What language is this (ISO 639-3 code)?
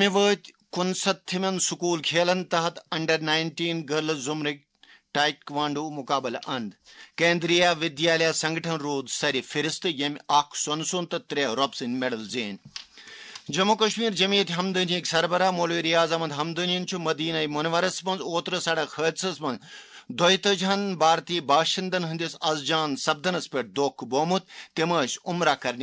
kas